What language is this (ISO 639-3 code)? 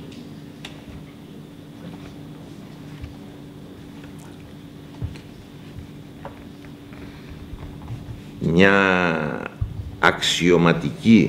ell